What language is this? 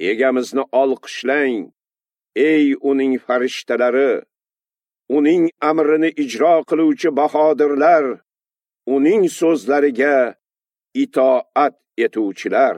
Uzbek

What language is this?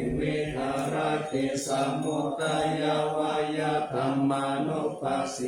Pali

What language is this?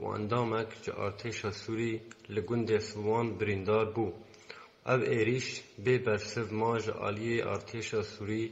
Kurdish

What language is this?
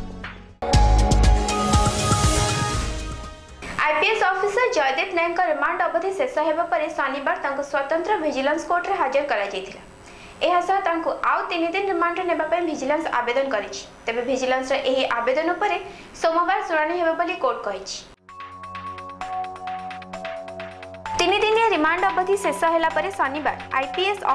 Odia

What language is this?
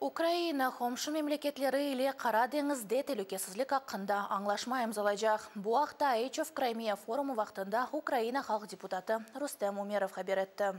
Crimean Tatar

